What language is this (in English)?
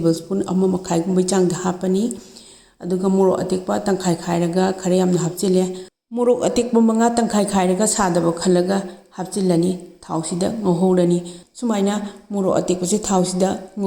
Manipuri